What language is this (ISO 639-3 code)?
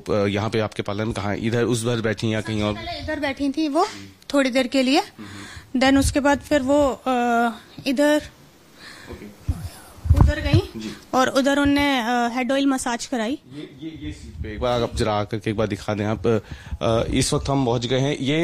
hin